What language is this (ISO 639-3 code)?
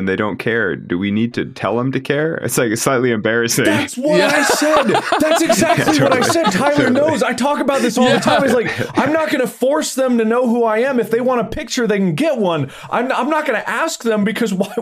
eng